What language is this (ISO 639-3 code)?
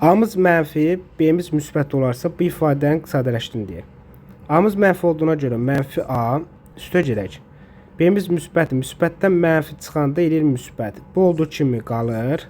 aze